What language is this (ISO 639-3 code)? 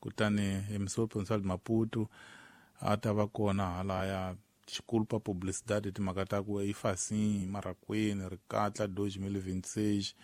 tso